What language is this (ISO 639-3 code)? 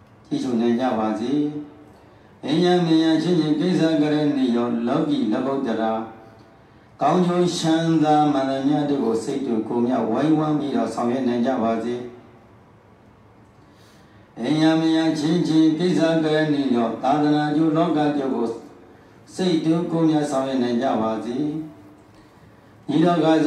mya